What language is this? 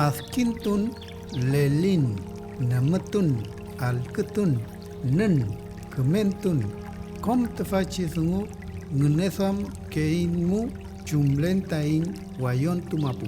Mapuche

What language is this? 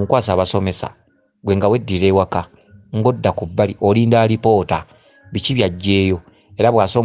Ganda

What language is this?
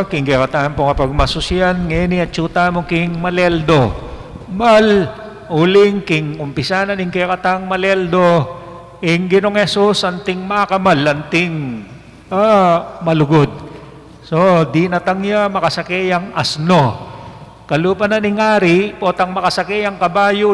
Pampanga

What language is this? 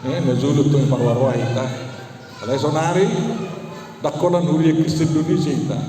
Batak Toba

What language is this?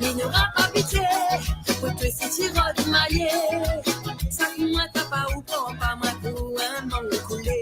Morisyen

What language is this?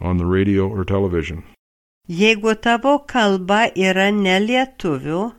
Lithuanian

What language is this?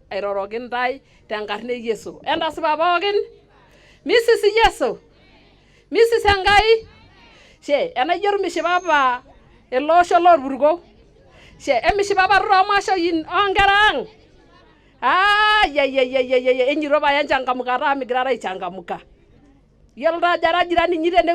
Masai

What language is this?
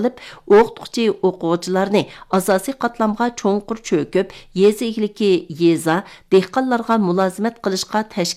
Uyghur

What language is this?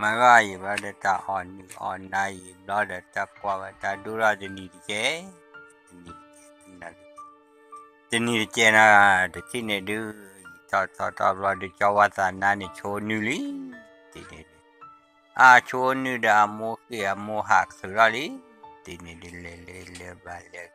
S'gaw Karen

